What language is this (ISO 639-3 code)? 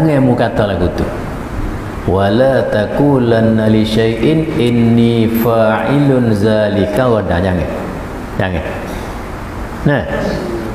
msa